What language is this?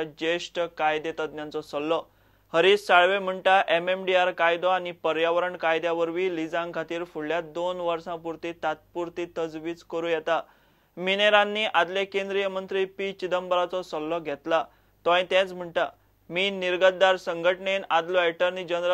Konkani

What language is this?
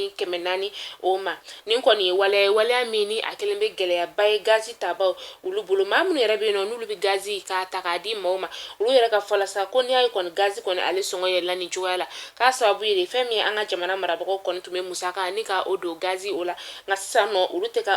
Bambara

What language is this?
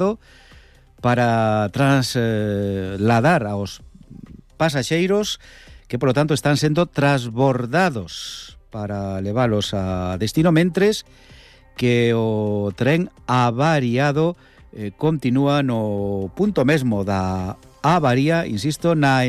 Galician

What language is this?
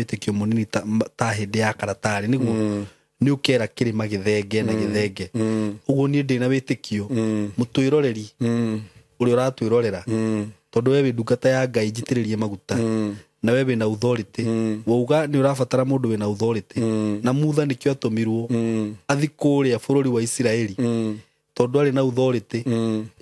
Kikuyu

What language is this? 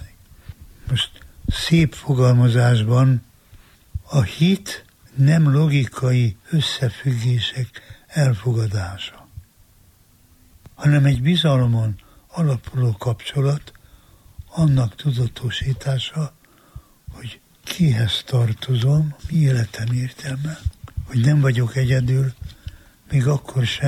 Hungarian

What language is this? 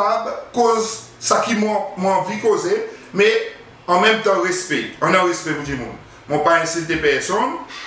Seselwa Creole French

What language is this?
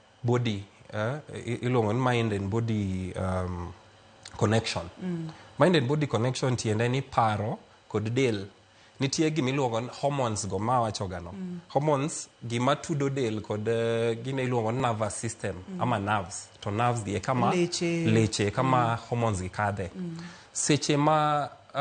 Luo (Kenya and Tanzania)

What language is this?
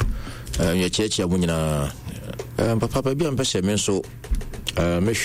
Akan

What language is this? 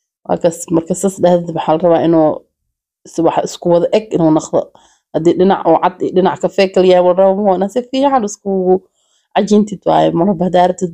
Somali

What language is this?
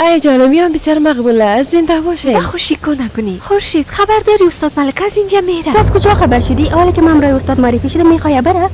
Persian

